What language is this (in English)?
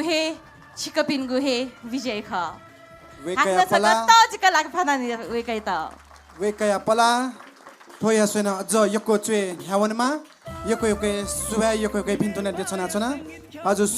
Newari